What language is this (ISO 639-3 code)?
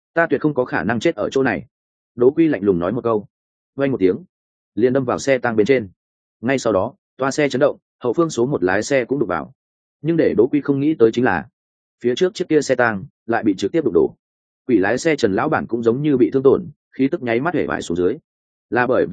vie